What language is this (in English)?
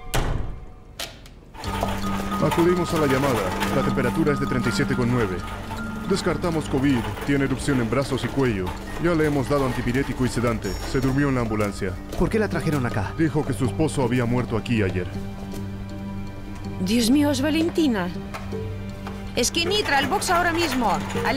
Spanish